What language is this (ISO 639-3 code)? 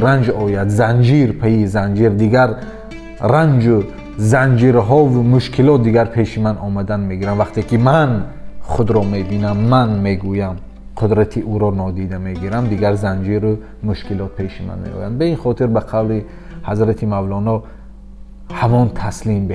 tgk